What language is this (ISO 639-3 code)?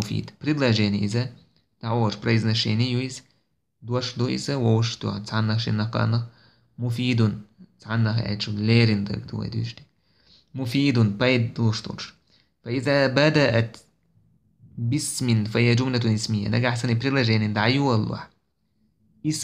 che